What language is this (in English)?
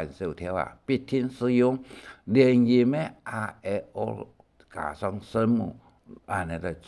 Hakka Chinese